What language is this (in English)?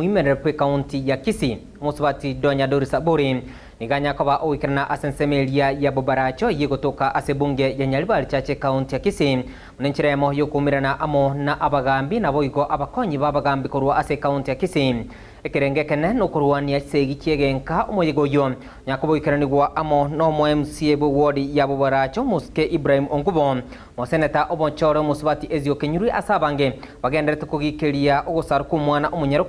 Gusii